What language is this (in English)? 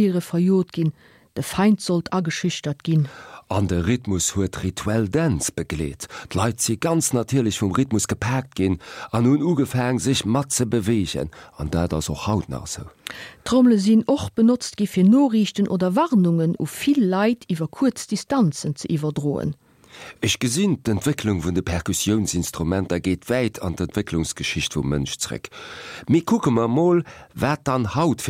Luxembourgish